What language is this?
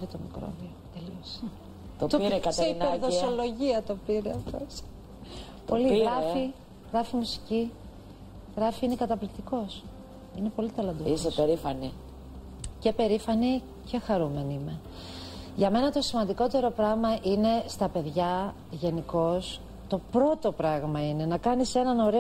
Greek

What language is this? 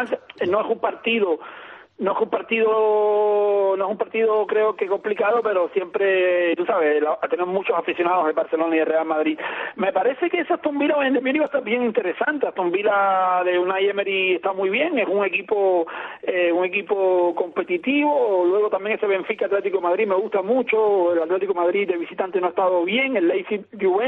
Spanish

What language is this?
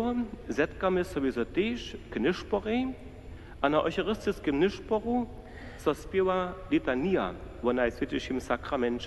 Upper Sorbian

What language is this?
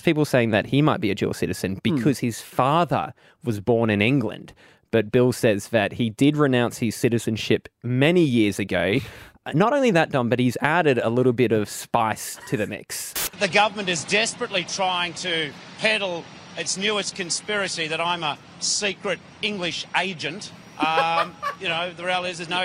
English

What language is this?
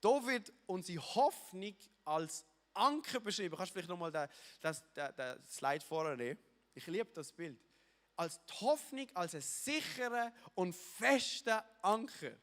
Swiss German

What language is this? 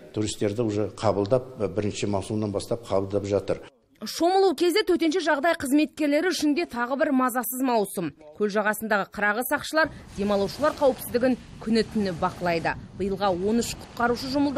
Kazakh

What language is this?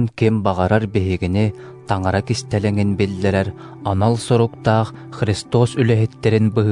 Yakut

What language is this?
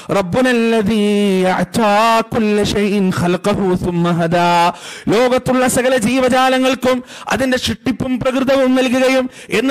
Malayalam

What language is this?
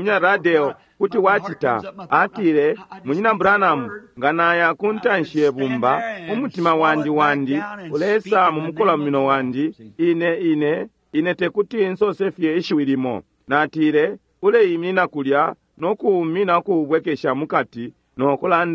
Bemba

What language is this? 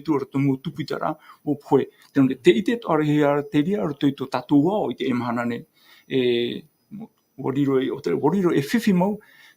Tahitian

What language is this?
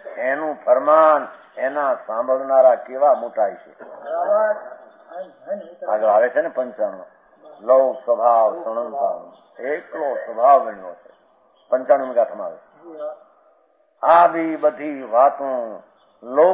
Gujarati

